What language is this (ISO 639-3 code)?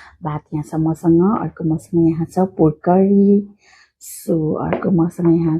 nep